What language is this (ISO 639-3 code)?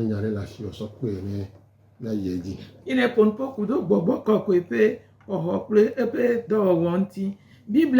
gej